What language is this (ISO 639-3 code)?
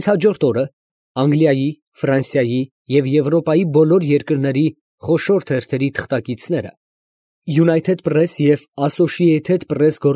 hye